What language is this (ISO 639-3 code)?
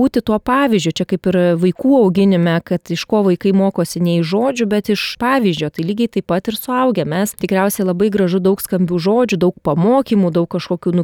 lit